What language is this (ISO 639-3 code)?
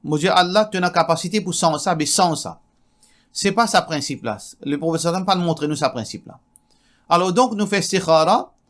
mfe